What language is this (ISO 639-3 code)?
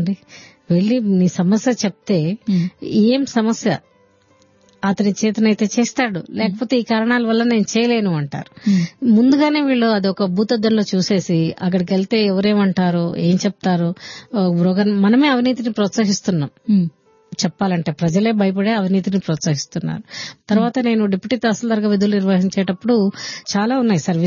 tel